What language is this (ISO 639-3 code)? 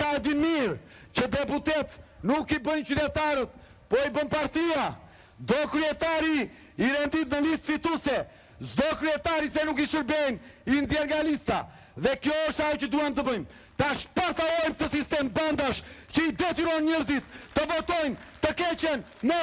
sqi